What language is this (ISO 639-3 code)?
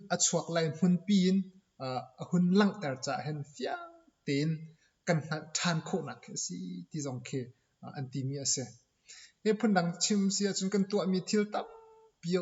cnh